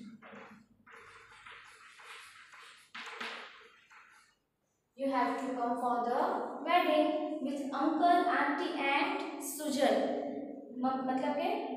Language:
Gujarati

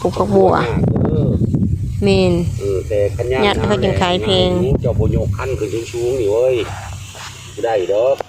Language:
Lao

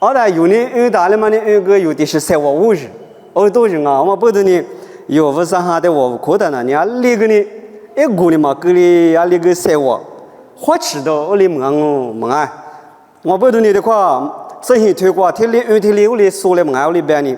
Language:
Lisu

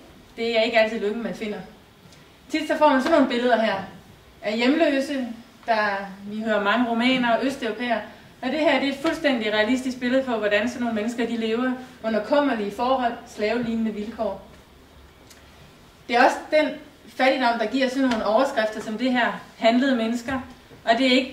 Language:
Danish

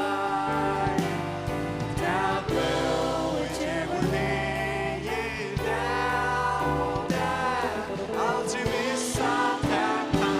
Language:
Faroese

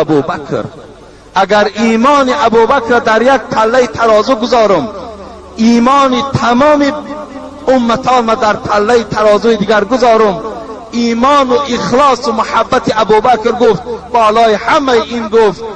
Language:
Tajik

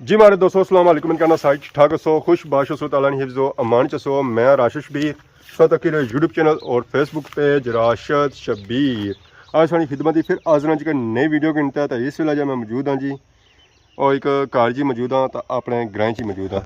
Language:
Pahari-Potwari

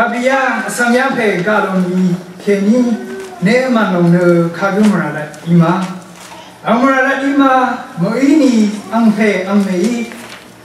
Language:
Rawang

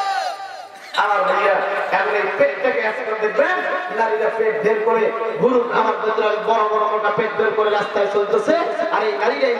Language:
Bangla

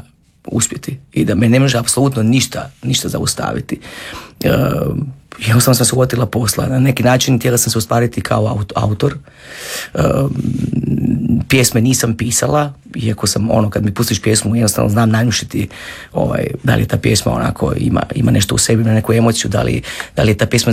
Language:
Croatian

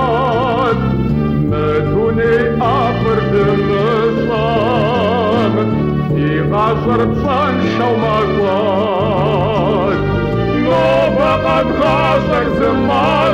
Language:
Kabardian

